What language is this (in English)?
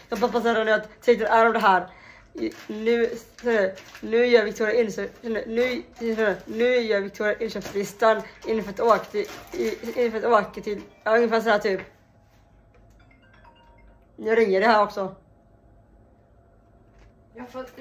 Swedish